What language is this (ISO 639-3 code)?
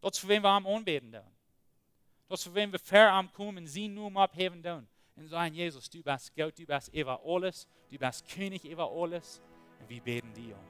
pdt